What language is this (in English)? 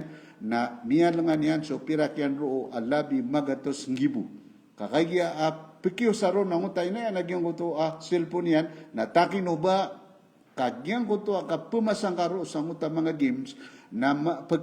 Maranao